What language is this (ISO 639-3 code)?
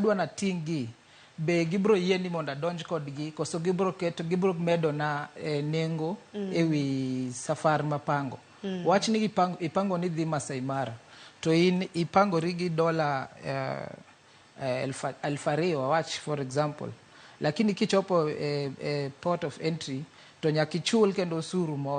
luo